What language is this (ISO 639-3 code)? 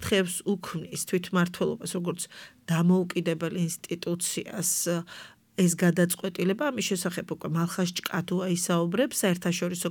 kat